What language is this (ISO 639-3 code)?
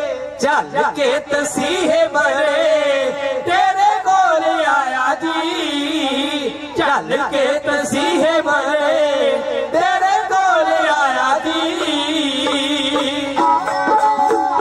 pan